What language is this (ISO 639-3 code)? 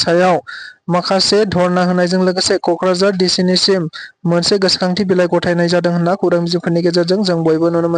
brx